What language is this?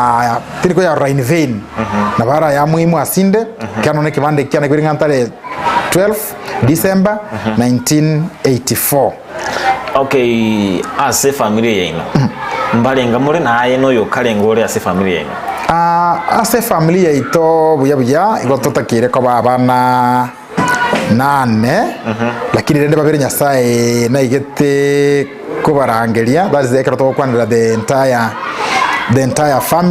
Gusii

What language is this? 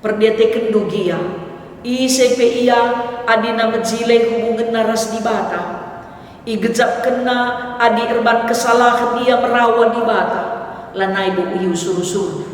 Batak Karo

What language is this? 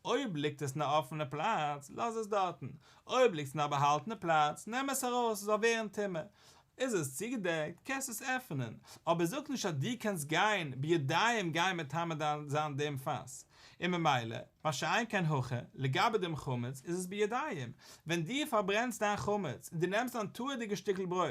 Yiddish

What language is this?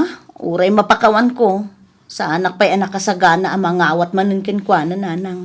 Iloko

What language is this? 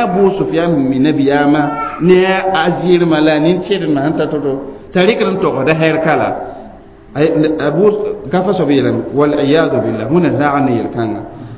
Mossi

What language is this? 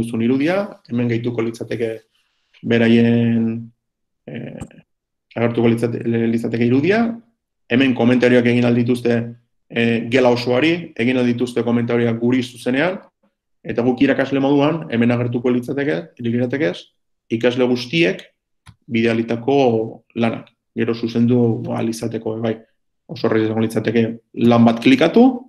Basque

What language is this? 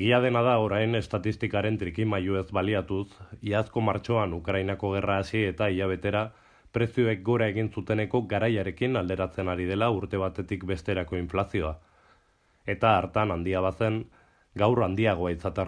Basque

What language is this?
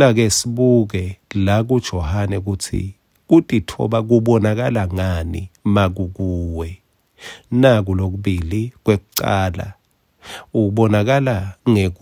Swati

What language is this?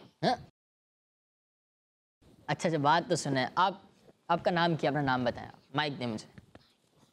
Hindi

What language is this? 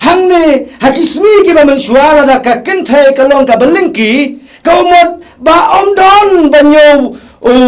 Khasi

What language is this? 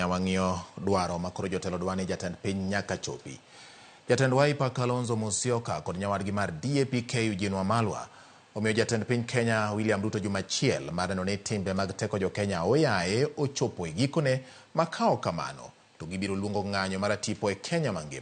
Luo (Kenya and Tanzania)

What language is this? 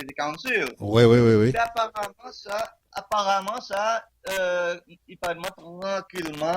Seselwa Creole French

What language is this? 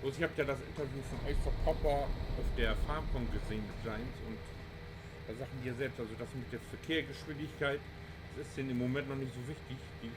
Low German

